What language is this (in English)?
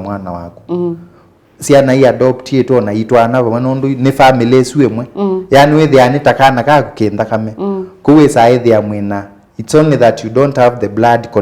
Kamba